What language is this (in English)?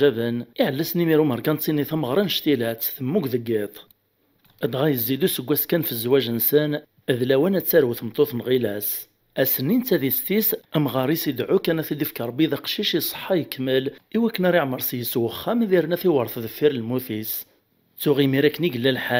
Kabyle